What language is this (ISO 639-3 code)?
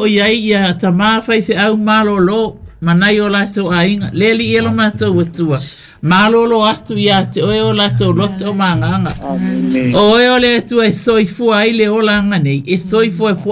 smo